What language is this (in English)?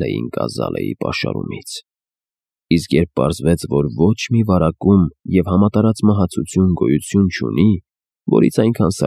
Armenian